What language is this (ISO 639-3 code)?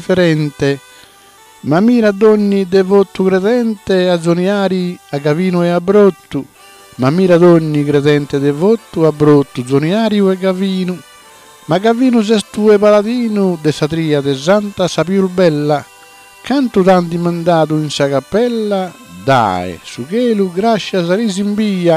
srd